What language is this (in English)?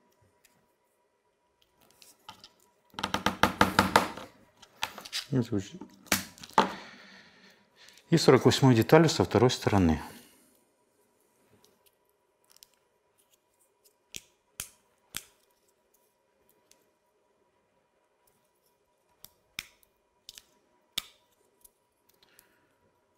Russian